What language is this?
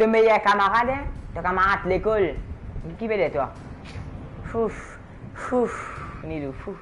Morisyen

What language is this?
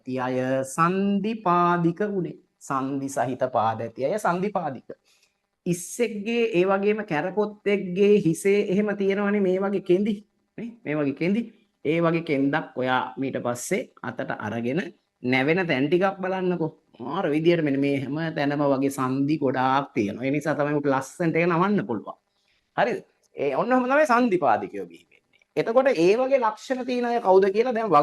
Sinhala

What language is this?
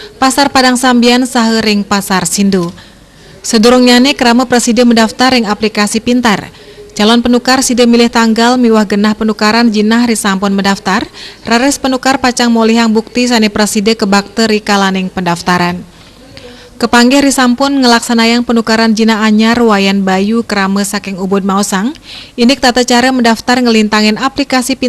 Balinese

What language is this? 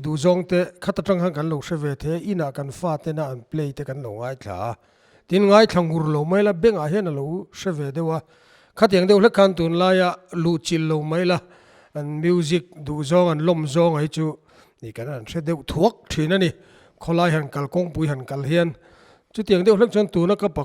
Mizo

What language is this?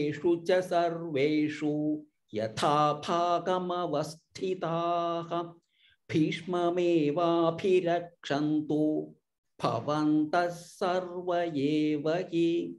Sanskrit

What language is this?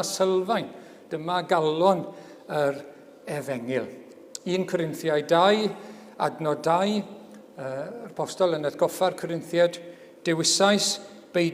Welsh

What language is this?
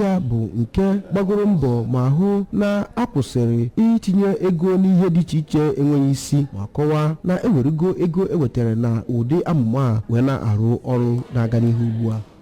Igbo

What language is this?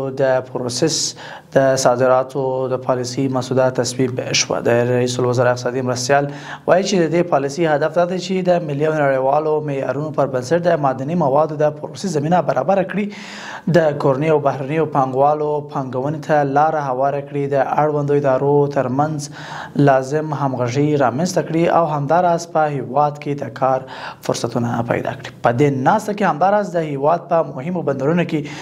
Pashto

